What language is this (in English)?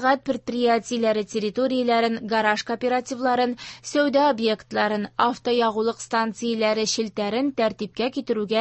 Tatar